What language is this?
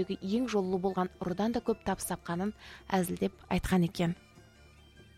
Kazakh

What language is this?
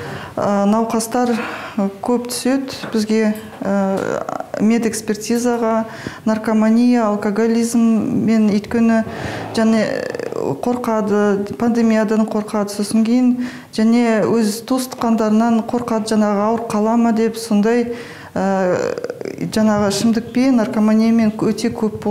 Kazakh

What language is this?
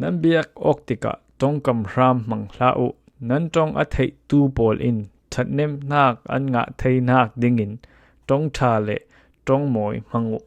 Falam Chin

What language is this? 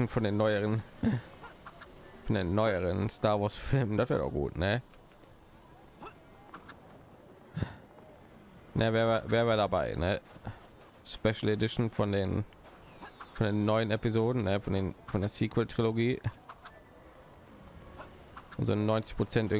German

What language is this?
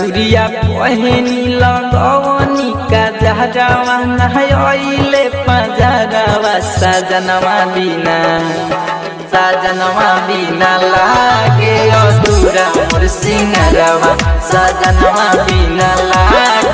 Bhojpuri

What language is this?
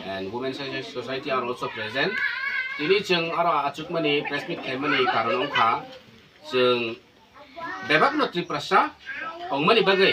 Kok Borok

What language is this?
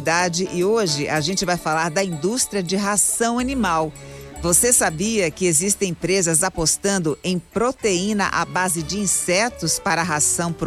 Portuguese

